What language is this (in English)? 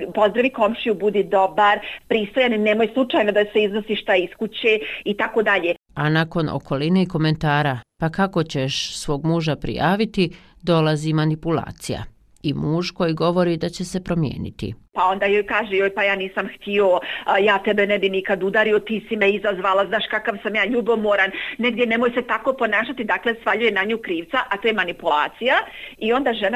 Bosnian